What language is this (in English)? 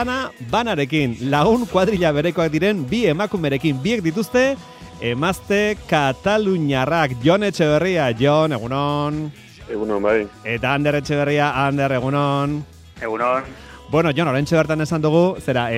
Basque